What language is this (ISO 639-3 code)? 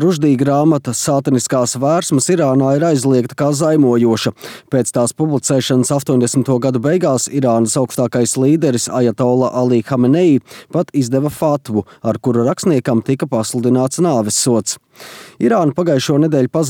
lav